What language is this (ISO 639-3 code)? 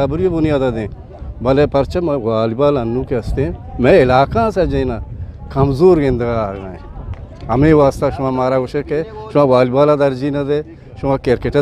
bgp